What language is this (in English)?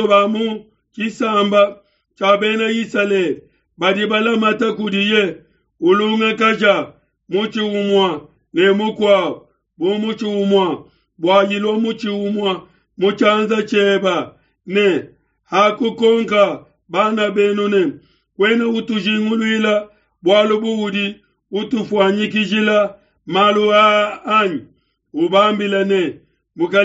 Luba-Lulua